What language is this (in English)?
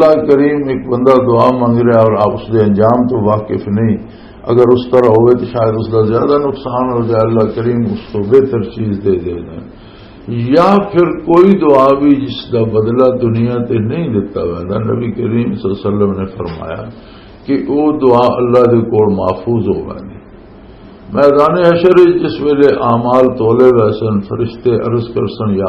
Western Panjabi